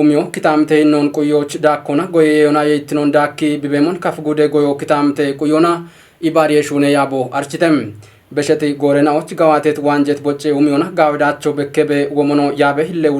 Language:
Kafa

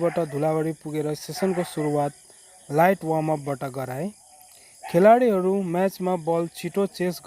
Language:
Nepali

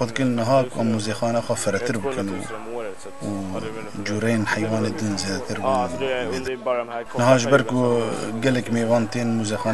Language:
Kurdish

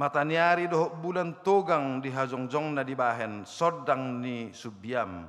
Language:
Batak Toba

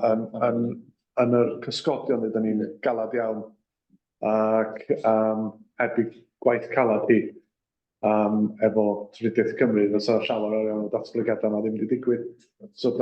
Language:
Welsh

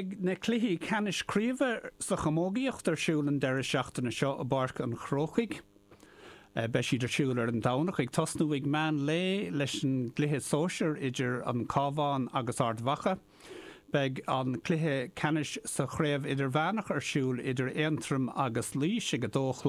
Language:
Irish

